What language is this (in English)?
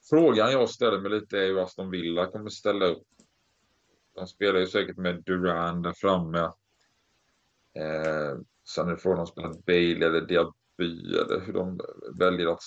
Swedish